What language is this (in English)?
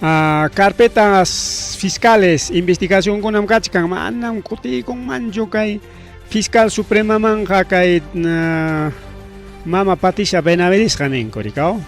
Ayacucho Quechua